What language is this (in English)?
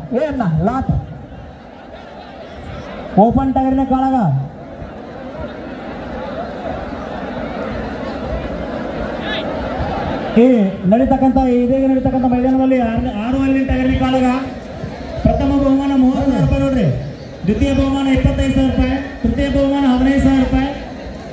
Kannada